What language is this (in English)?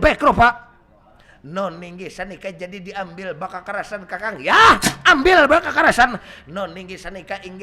Banjar